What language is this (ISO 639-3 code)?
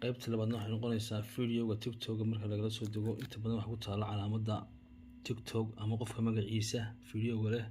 som